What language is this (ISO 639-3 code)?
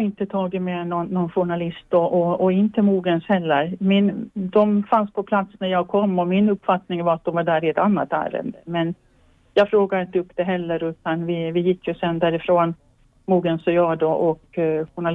swe